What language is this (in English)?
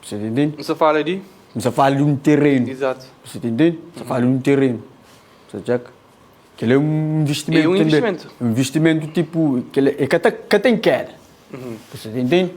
Kabuverdianu